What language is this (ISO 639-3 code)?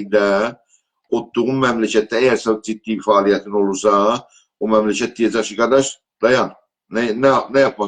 azb